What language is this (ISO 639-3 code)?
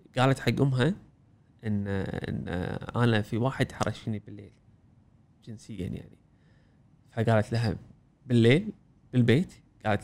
afb